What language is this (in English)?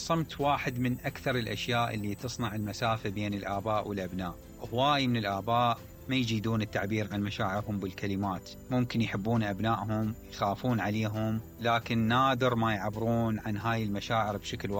Mesopotamian Arabic